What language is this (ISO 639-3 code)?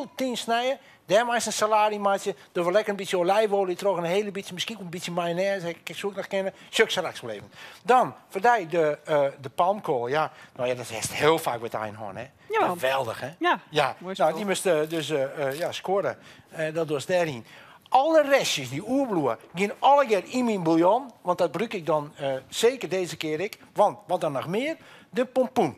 fry